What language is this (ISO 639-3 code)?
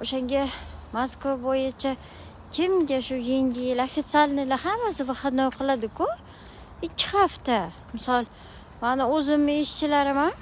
uzb